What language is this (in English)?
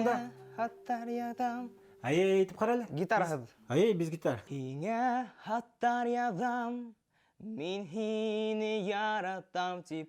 Bashkir